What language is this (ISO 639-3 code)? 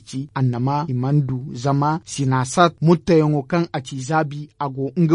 dje